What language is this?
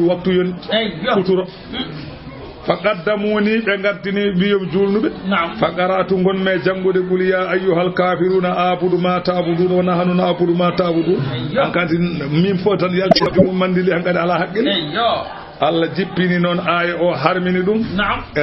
Fula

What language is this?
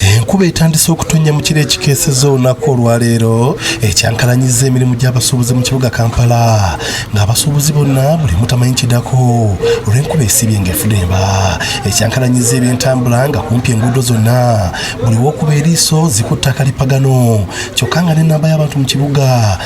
Ganda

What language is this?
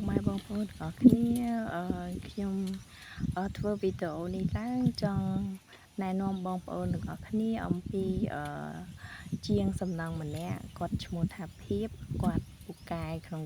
Khmer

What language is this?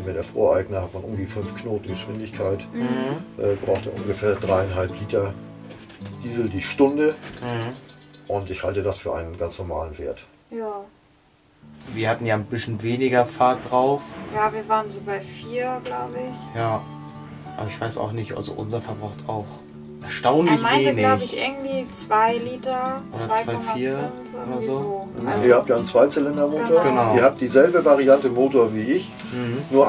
German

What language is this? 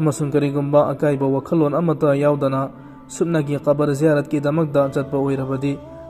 Manipuri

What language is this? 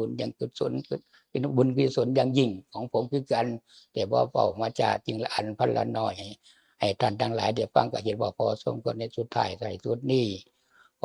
Lao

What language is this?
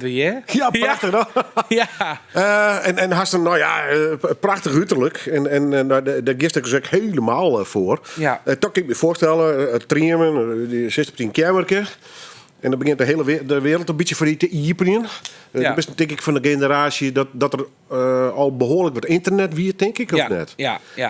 Western Frisian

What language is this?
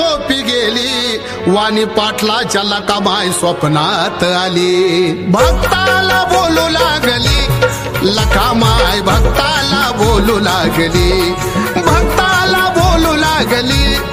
Marathi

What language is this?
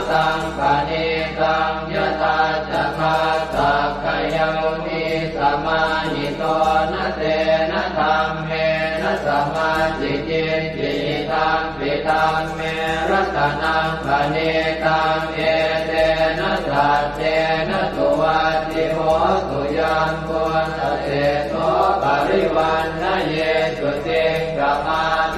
Pali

